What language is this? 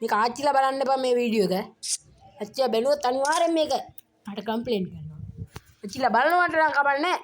Sinhala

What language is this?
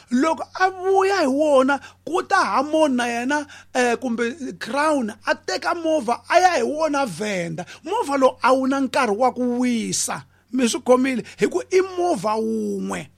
Tsonga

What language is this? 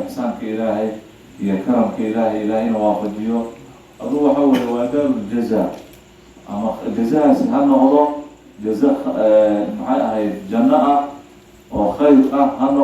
Somali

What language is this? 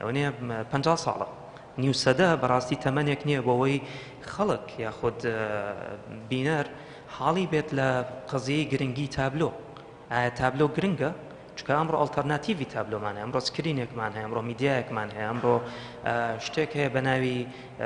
Central Kurdish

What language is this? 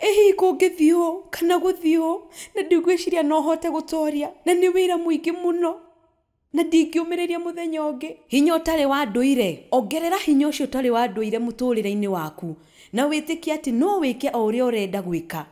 Kikuyu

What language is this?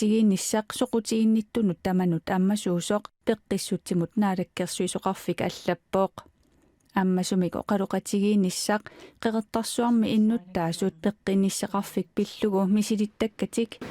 Kalaallisut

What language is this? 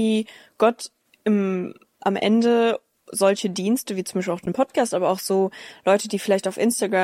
German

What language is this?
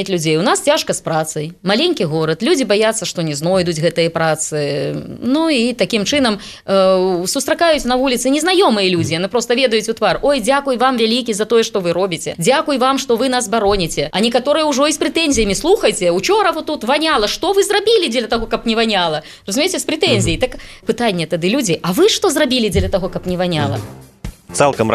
Belarusian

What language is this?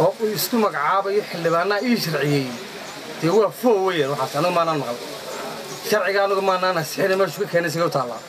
Somali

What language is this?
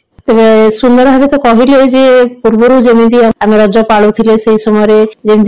Odia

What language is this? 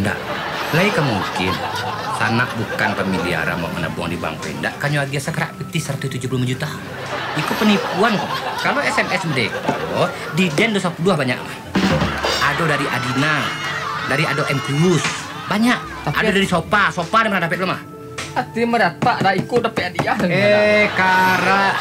Minangkabau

